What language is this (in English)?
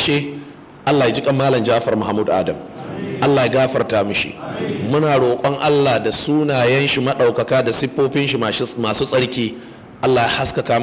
Hausa